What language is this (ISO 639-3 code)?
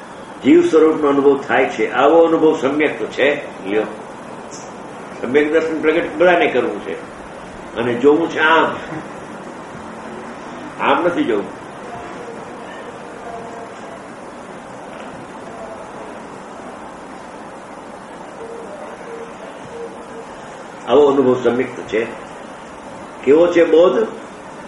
guj